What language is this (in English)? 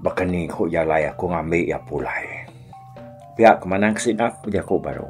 Iban